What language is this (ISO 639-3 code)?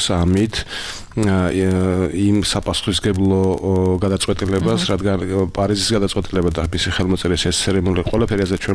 kat